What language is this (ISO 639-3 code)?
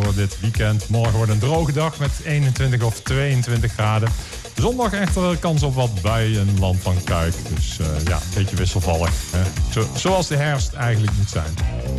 nld